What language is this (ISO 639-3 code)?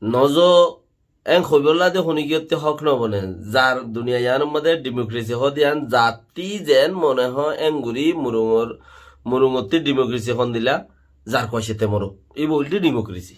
rhg